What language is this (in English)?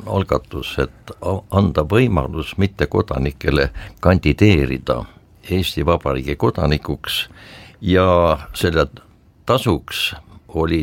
Estonian